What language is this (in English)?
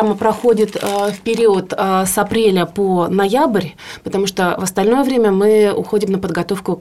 Russian